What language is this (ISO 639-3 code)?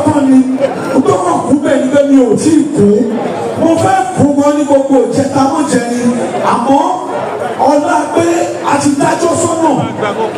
yor